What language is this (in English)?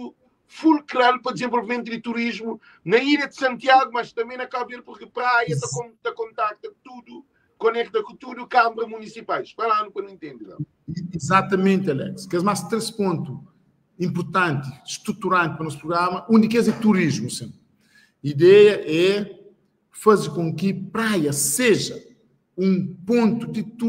Kabuverdianu